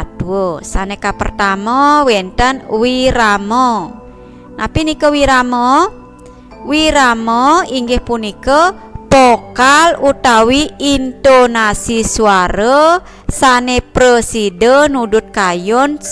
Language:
Balinese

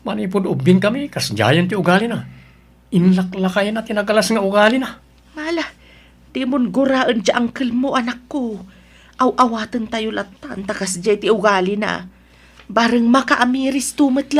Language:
Iloko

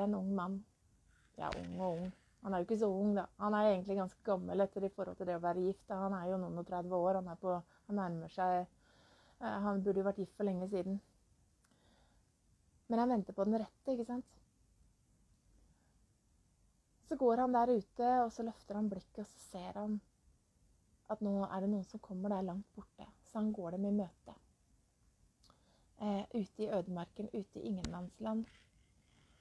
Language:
Norwegian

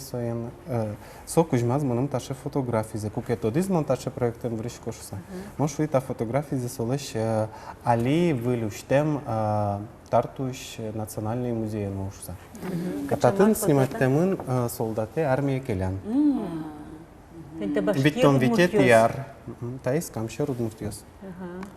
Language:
Udmurt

